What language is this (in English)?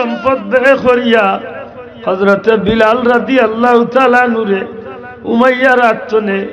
Sylheti